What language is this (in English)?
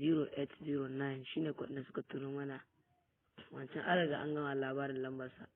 Hausa